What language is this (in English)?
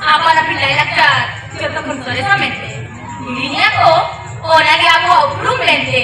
Santali